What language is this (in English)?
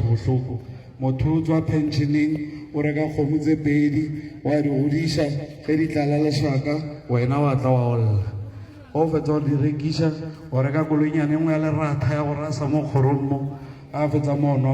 Northern Sotho